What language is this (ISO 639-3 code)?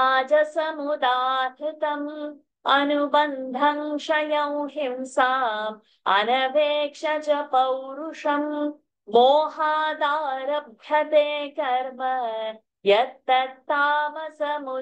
san